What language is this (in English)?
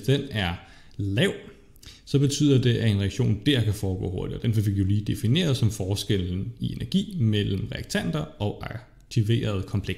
Danish